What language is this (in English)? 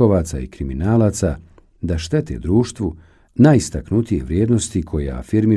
Bosnian